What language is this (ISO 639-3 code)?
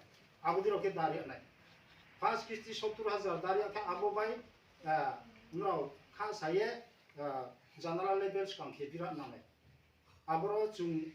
ria